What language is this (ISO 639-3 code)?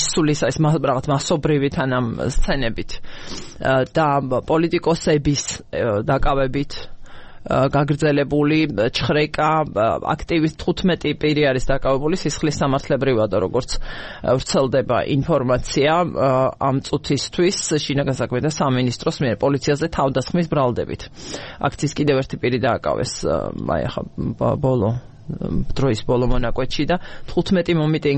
kat